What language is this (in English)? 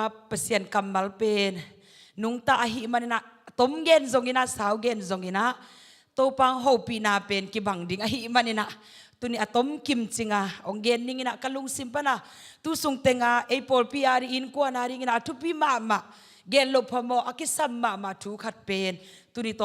Tedim Chin